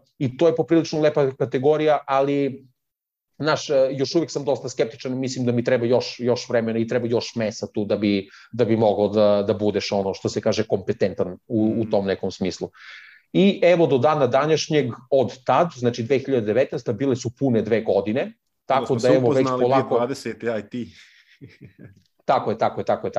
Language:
Serbian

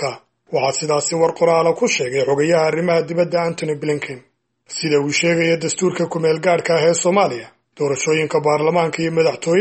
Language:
Somali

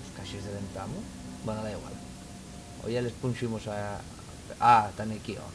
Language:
Asturian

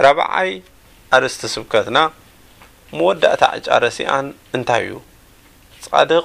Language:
Tigrinya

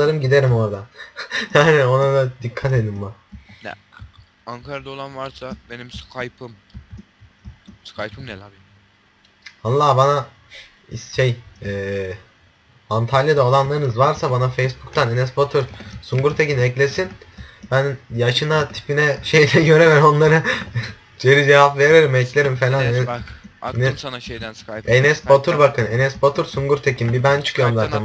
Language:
Turkish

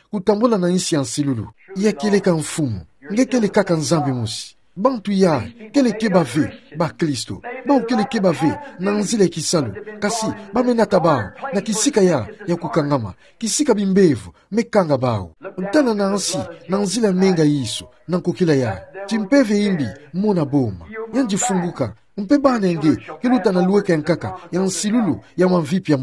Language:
Kituba (Democratic Republic of Congo)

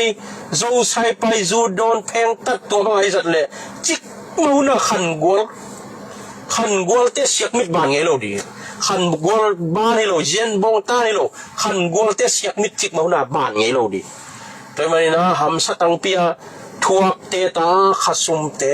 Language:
Tedim Chin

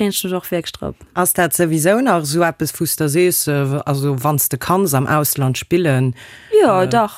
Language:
Luxembourgish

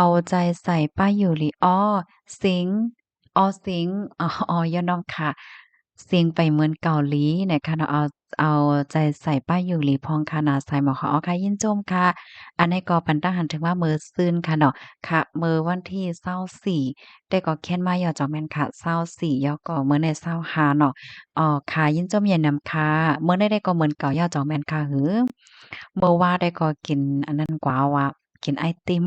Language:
Shan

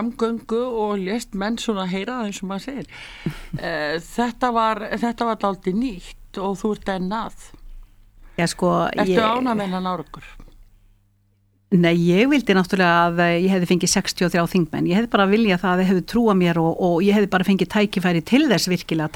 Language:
Icelandic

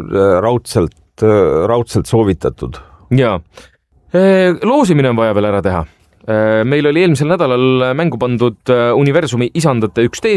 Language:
Estonian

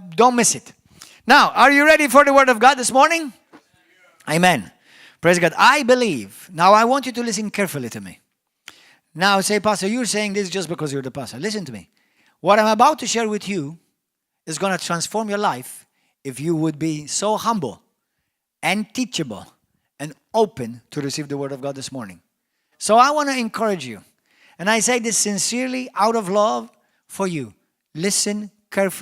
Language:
English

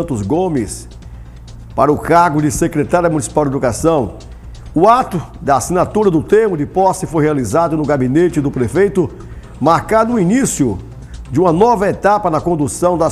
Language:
Portuguese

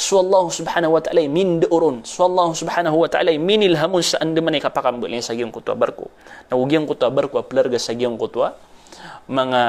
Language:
Maranao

